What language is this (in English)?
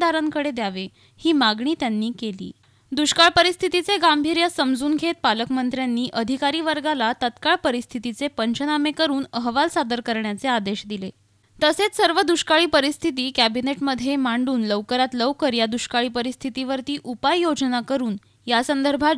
Marathi